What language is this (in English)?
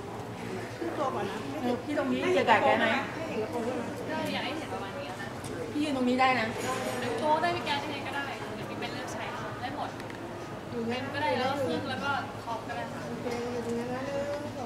Thai